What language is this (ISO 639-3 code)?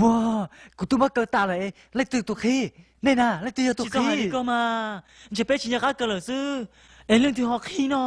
hmn